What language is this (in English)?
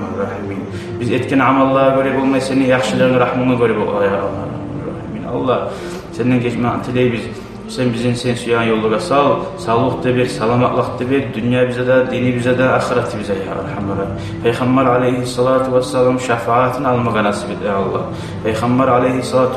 Kumyk